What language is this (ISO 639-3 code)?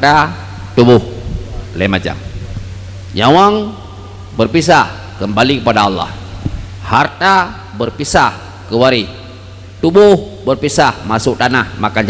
ace